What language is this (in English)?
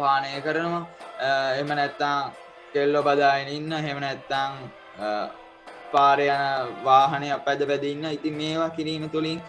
Sinhala